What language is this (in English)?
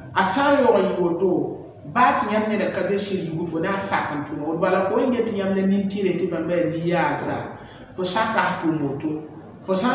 Mossi